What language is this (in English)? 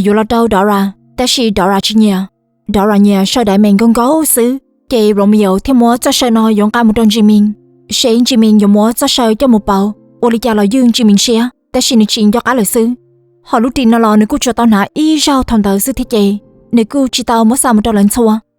Hmong